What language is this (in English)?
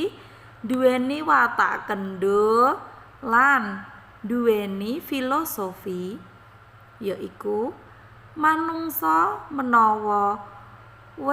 Javanese